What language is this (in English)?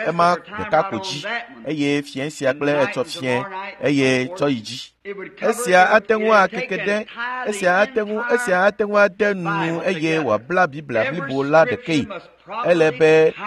Ewe